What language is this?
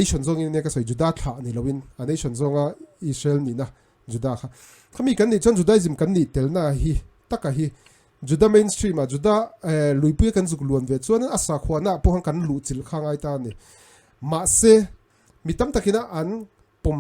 Mizo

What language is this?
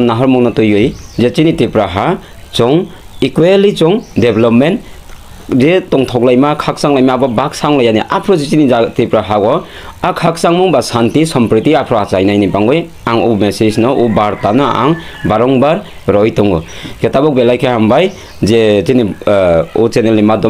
Kok Borok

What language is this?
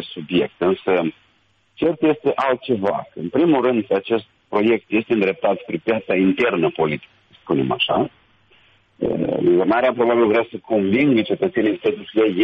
Romanian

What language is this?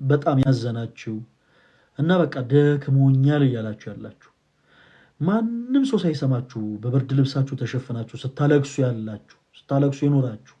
Amharic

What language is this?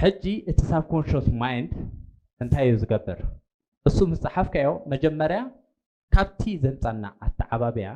Tigrinya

